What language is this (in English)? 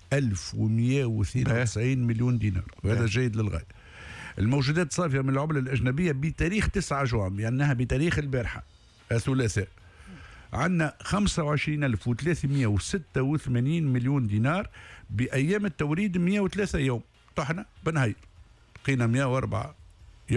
Tunisian Arabic